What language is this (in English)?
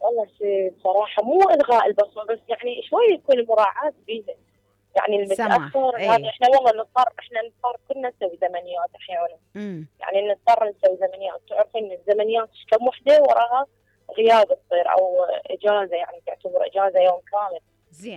Mesopotamian Arabic